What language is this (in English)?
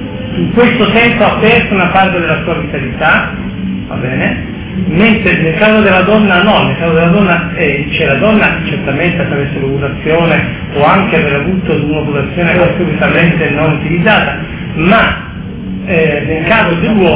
Italian